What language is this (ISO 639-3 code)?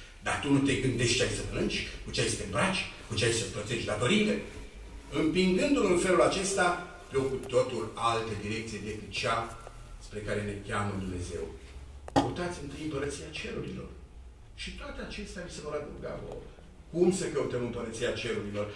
ron